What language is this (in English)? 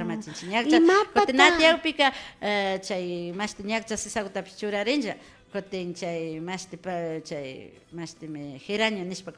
Imbabura Highland Quichua